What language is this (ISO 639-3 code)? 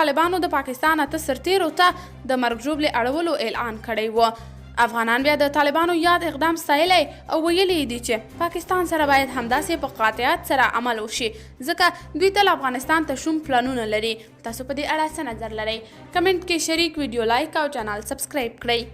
pus